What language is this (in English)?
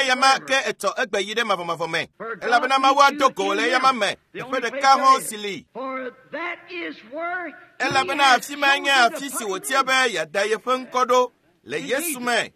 Ewe